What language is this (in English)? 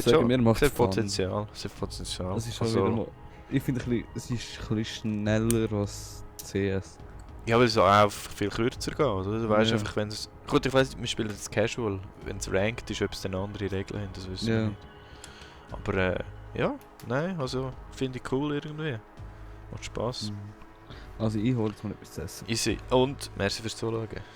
Swiss German